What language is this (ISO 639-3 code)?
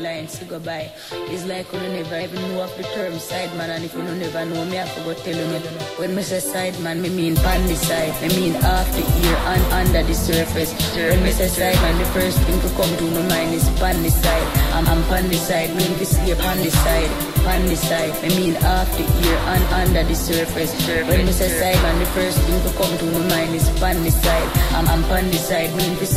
jam